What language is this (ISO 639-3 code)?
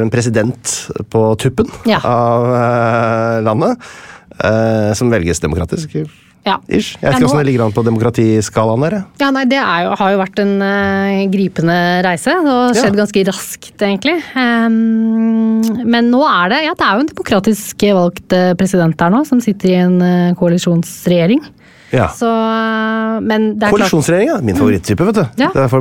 nor